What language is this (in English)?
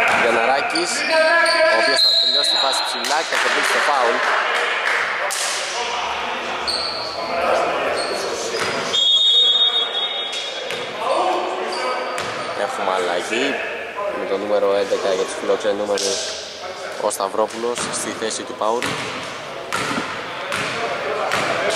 Greek